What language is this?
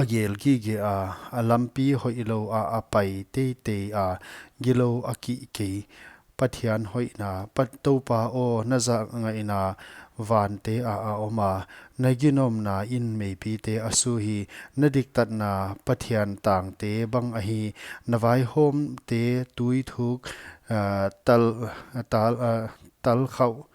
Paite Chin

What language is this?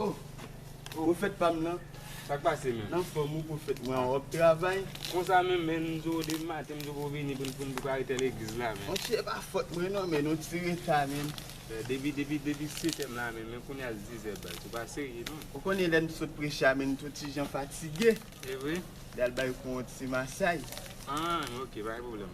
Haitian Creole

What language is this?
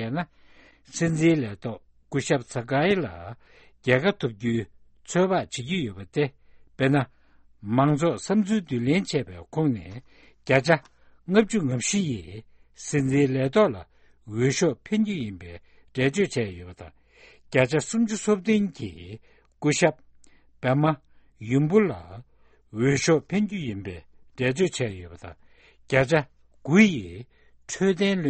Tibetan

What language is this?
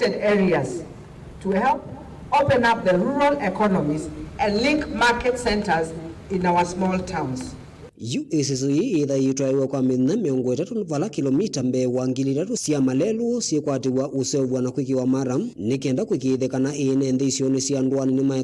Kamba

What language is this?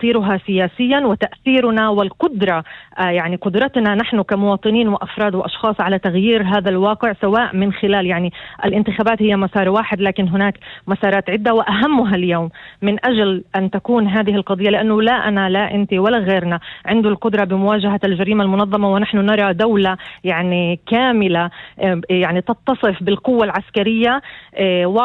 North Levantine Arabic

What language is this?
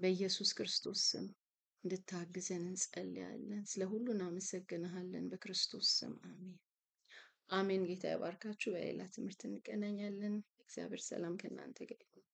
Amharic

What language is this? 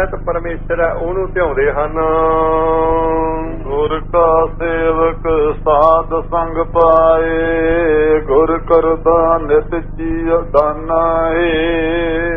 Punjabi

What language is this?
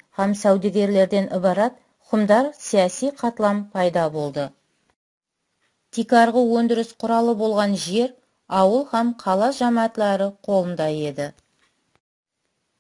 Kara-Kalpak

